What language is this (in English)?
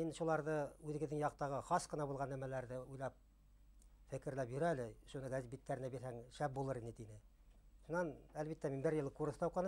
Bashkir